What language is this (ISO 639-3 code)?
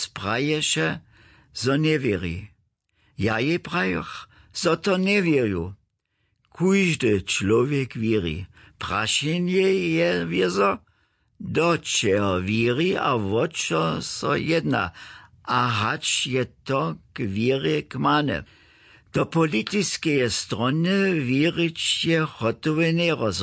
hsb